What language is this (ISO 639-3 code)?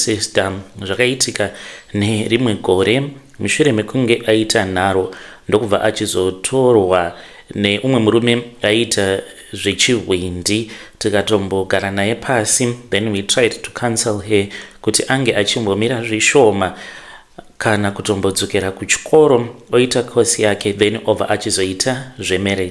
sna